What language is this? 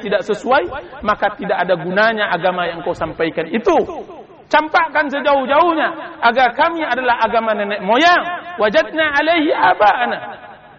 Indonesian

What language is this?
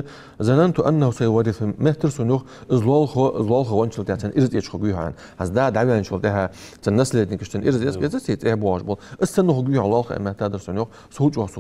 Ingush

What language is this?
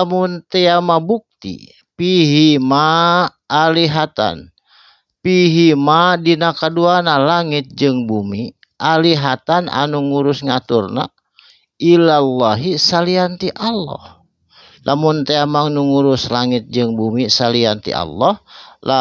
Sundanese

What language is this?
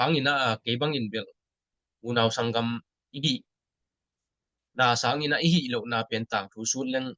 Tedim Chin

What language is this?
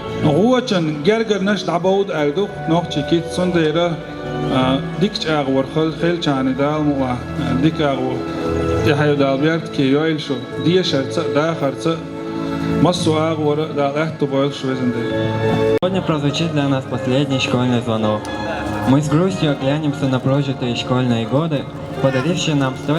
Chechen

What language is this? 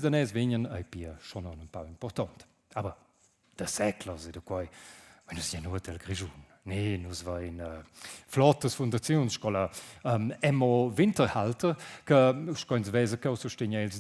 Romansh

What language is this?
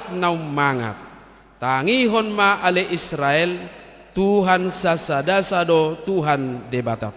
Batak Toba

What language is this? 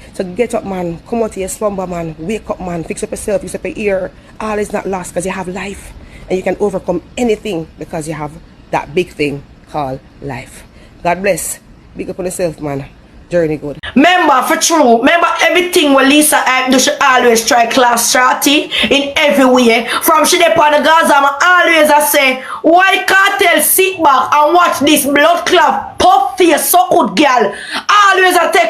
Jamaican Creole English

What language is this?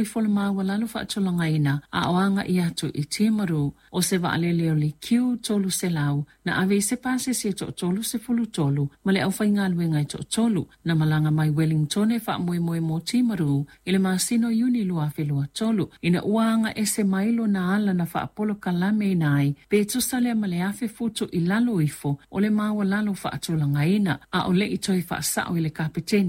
Samoan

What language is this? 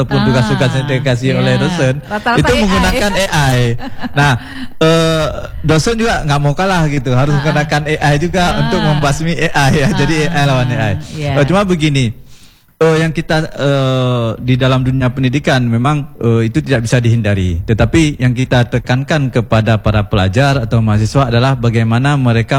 Indonesian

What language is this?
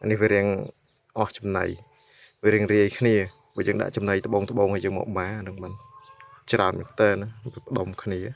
Khmer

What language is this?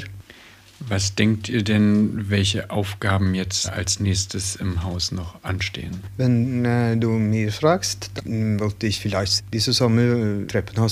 German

